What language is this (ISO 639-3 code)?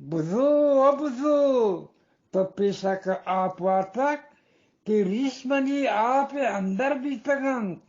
bgp